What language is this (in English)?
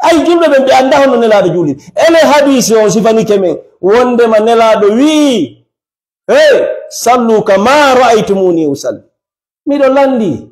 Fula